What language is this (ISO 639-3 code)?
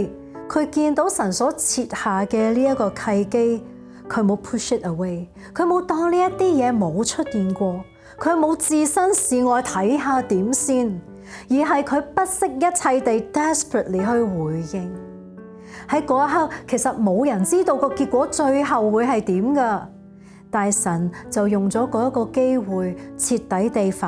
yue